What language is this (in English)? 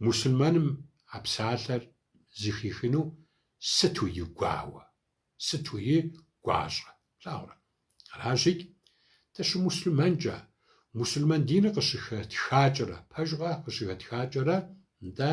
Kabardian